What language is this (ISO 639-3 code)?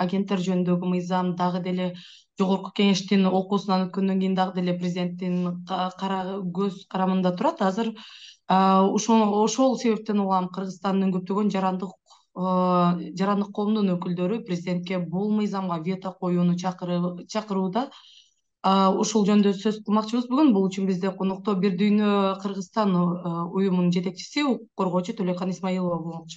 kir